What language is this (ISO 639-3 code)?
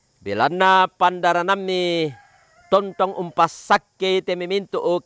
sda